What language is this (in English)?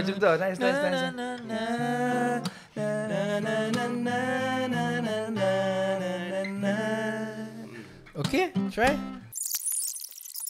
Malay